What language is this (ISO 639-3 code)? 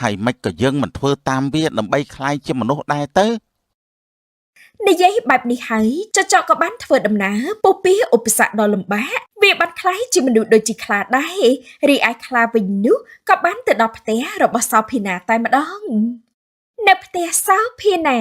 khm